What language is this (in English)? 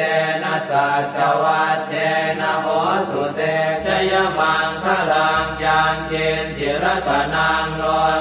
Pali